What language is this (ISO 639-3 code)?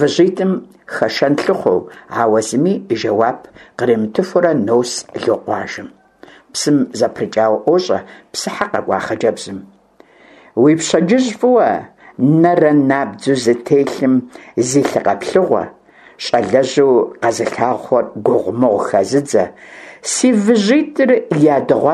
kbd